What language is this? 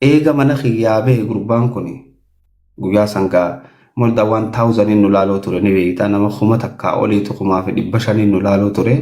Oromo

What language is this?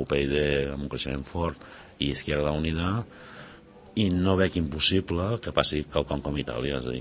Catalan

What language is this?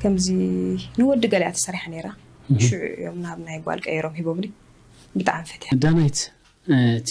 Tigrinya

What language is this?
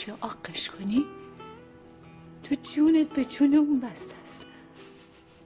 Persian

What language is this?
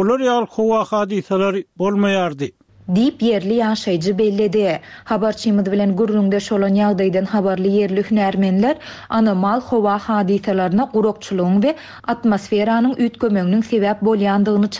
Turkmen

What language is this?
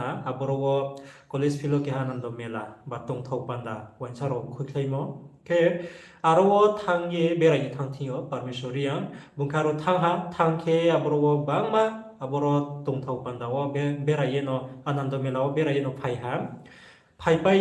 Riang (India)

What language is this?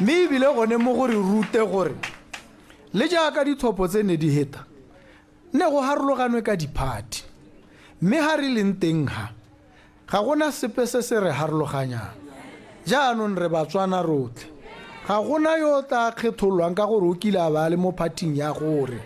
Tswana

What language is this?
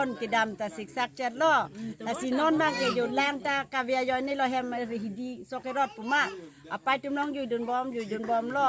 Karbi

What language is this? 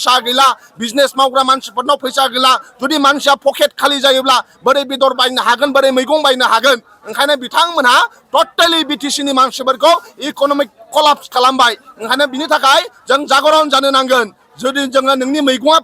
Bodo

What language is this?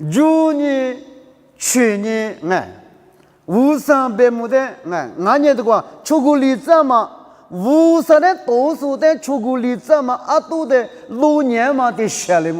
Lisu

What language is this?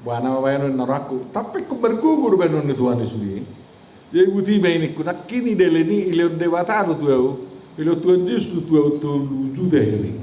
Batak Toba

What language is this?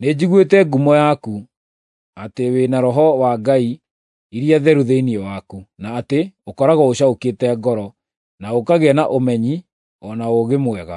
Kikuyu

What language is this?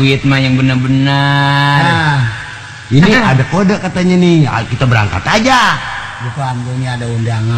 Betawi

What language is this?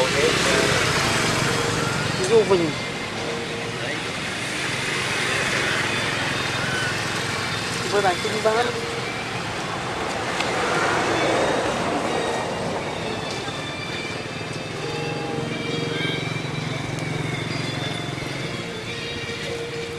Vietnamese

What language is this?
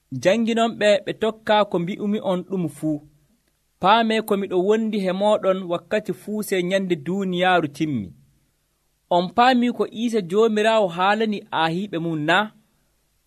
Nigerian Fulfulde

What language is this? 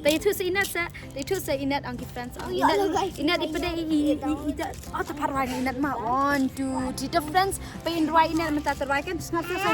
Khasi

